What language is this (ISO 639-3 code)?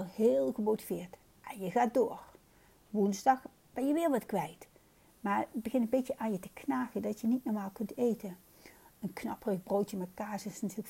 nld